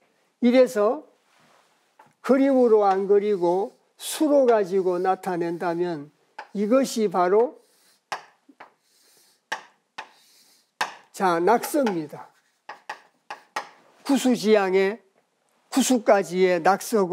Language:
Korean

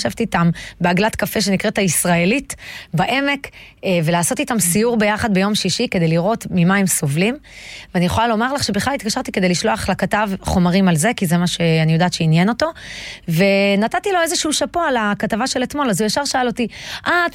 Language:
Hebrew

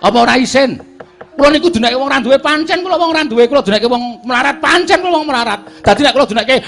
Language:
Javanese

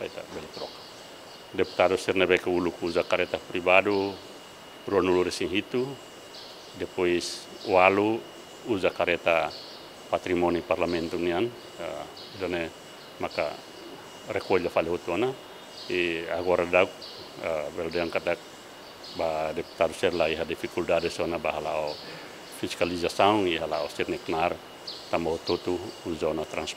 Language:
Tetum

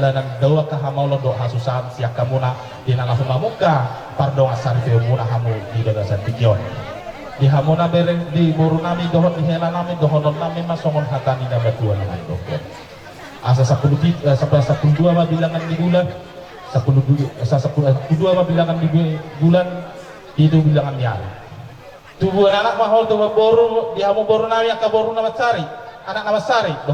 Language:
Batak Toba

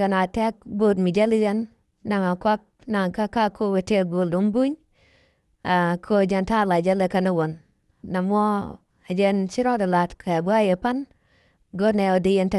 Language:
Nuer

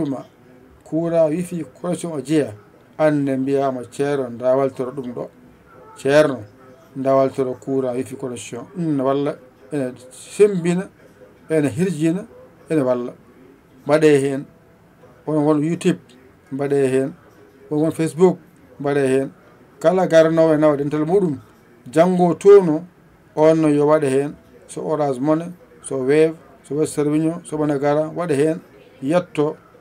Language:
Fula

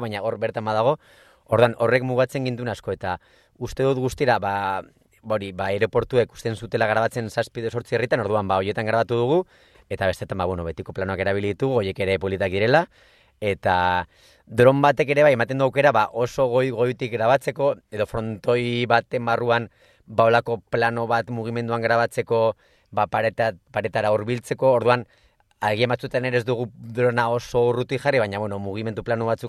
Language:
Basque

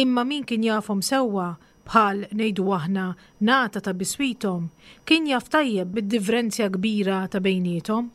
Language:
Maltese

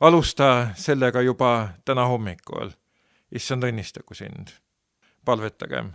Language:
Estonian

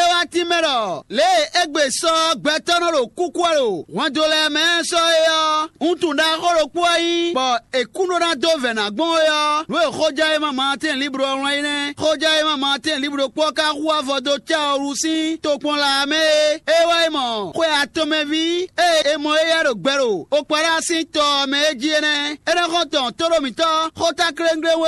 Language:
Fon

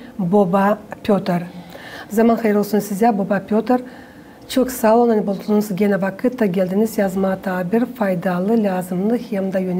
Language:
Gagauz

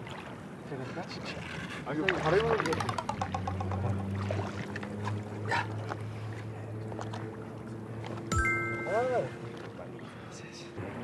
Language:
Korean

